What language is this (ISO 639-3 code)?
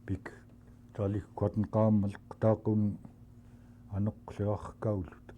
esu